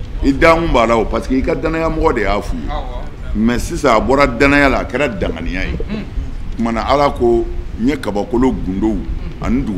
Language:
Bambara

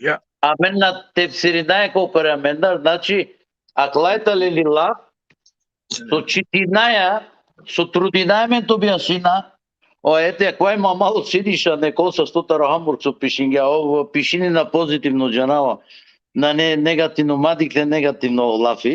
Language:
Balkan Romani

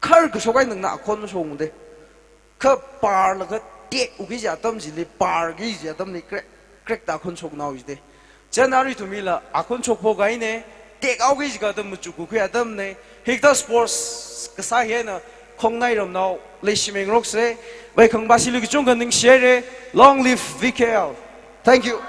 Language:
Tangkhul Naga (India)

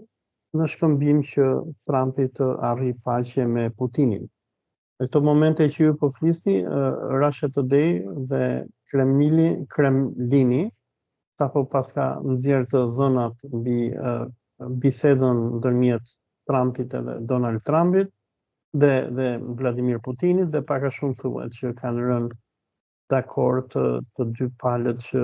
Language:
Albanian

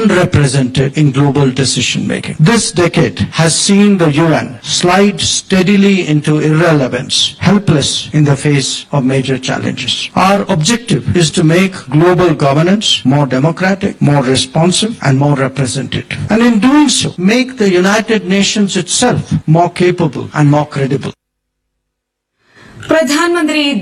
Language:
Malayalam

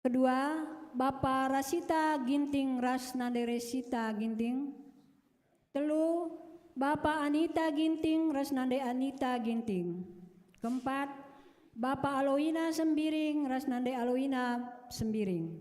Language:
Batak Karo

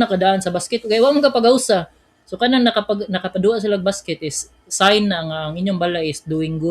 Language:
Cebuano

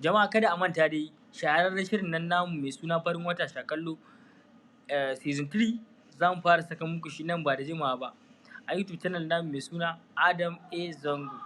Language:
Hausa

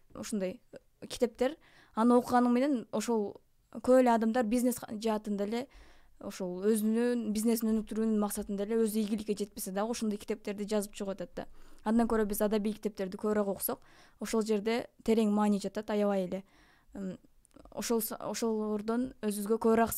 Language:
Kyrgyz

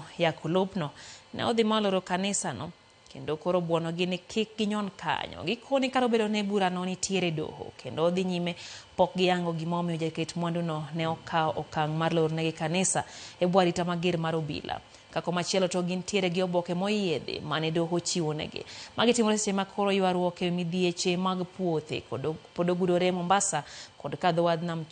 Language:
Luo (Kenya and Tanzania)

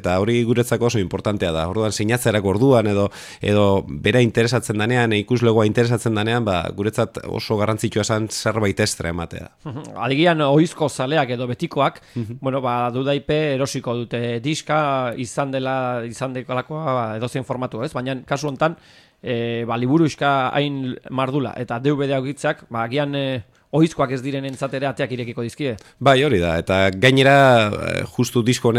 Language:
Basque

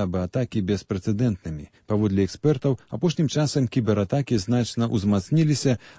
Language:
Belarusian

